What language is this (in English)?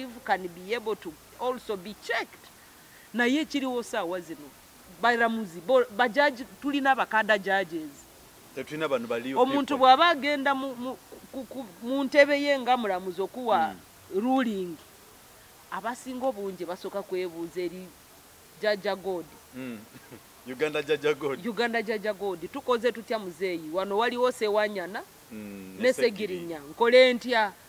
Ganda